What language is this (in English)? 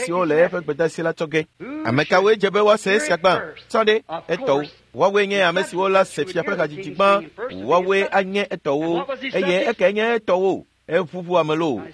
Ewe